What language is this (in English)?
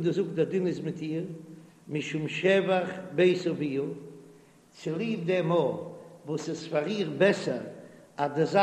Yiddish